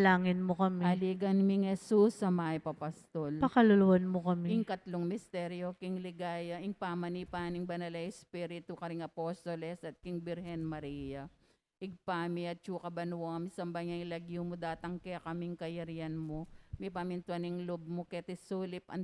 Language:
Pampanga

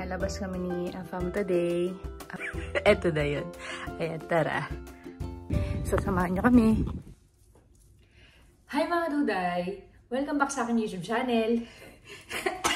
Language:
Filipino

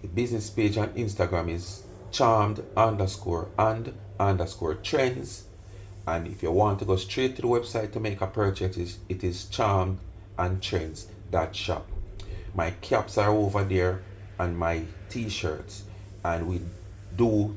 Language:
Jamaican Creole English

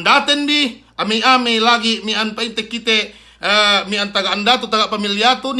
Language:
Yakan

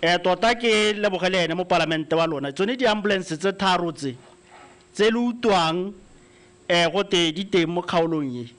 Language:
Tswana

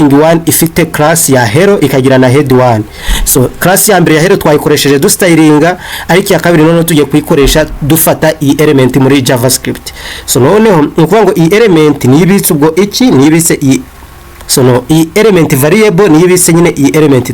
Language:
Kinyarwanda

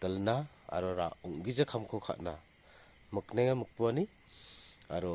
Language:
Garo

